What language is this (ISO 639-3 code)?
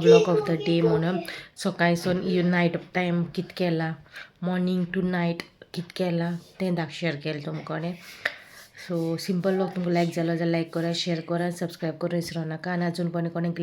kok